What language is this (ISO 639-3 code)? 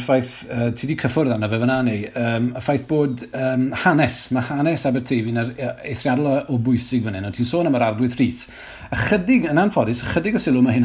cym